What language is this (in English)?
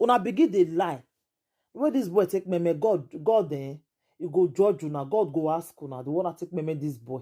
Nigerian Pidgin